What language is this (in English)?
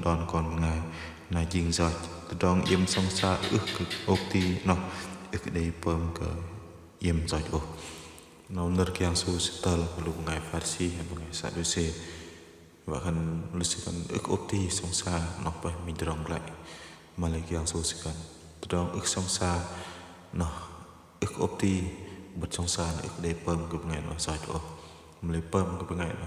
Bahnar